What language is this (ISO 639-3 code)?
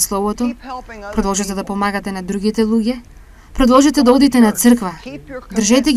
mkd